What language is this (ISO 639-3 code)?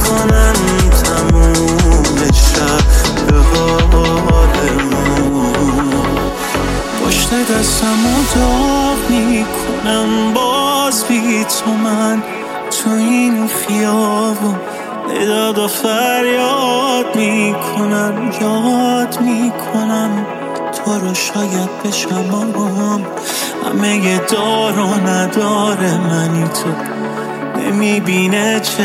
fas